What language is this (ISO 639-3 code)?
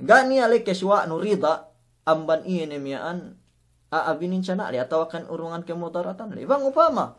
yka